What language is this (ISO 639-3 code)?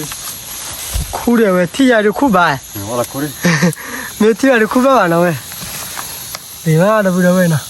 ksw